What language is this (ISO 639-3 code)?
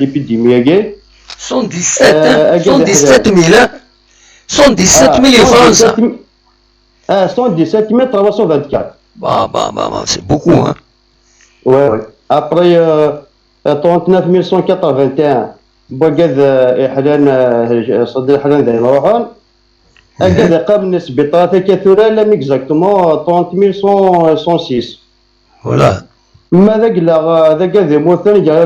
kab